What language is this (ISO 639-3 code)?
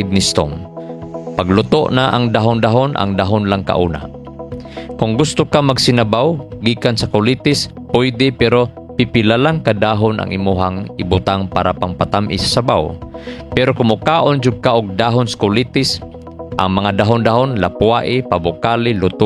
ceb